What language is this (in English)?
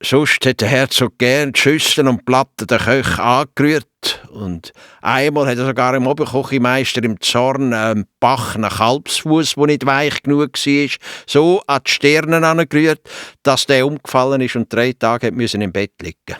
Swiss German